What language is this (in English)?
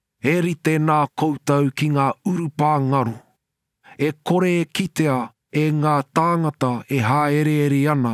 Māori